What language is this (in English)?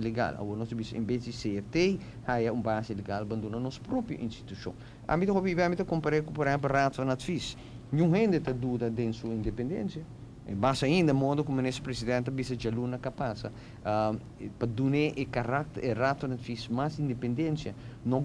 Papiamento